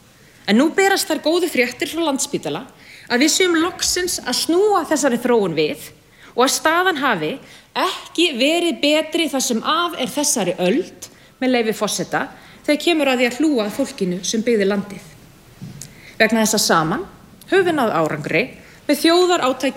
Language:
Icelandic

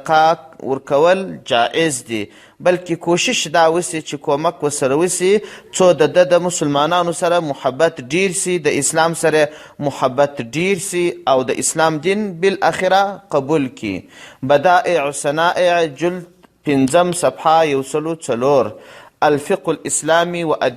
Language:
Pashto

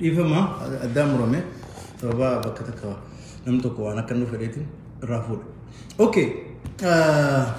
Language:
Oromo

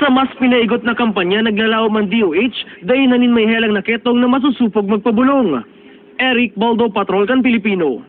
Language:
Bikol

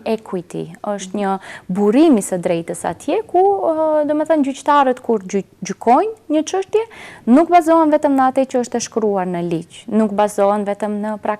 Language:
Albanian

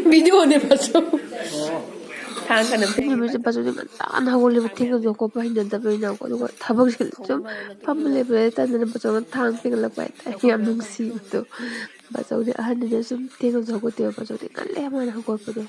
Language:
Manipuri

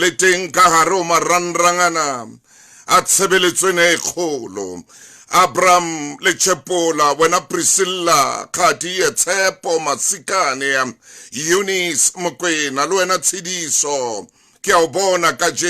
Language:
Southern Sotho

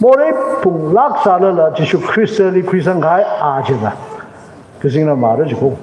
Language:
Tangkhul Naga (India)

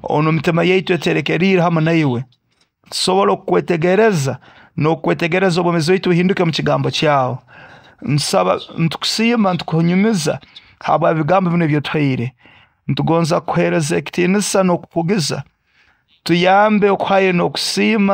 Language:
Nyoro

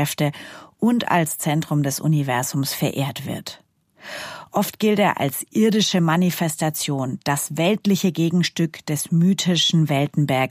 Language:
German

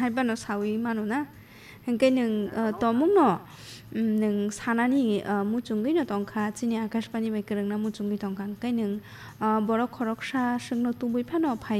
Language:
Kok Borok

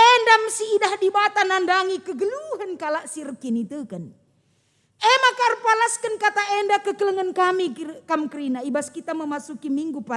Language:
Batak Karo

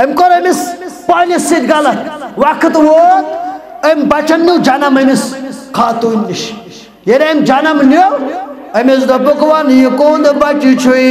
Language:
Kashmiri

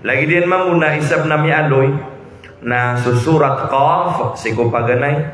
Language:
Maranao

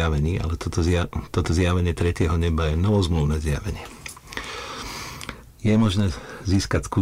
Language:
Slovak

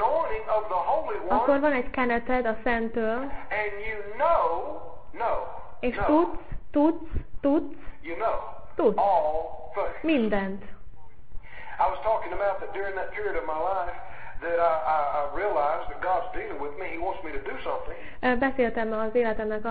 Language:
Hungarian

